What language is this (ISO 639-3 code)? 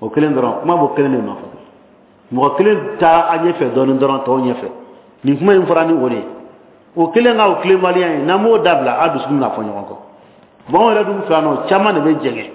bam